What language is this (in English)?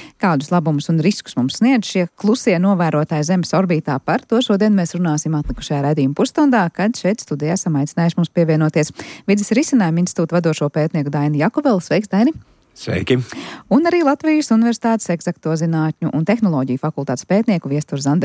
Latvian